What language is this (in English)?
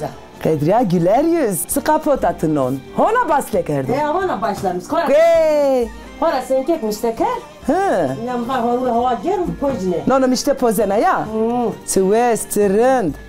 Zaza